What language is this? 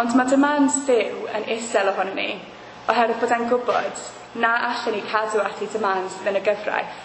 Welsh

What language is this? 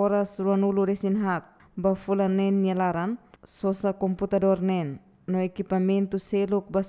Tetum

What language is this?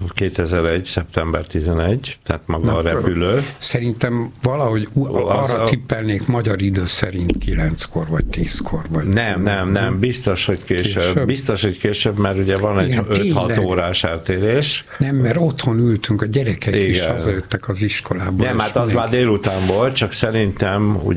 Hungarian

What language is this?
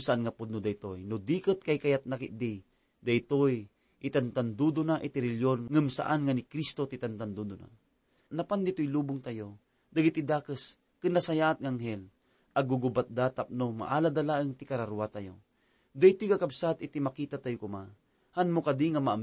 Iloko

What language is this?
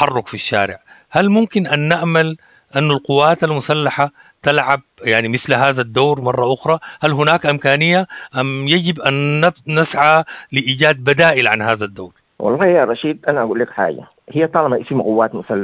Sudanese Arabic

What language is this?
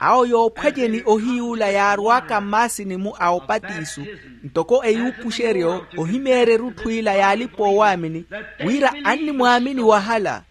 Makhuwa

